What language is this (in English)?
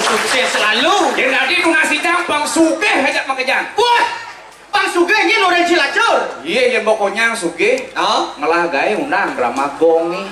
Balinese